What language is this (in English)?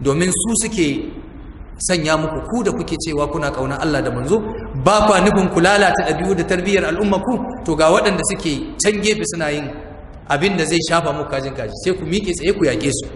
Hausa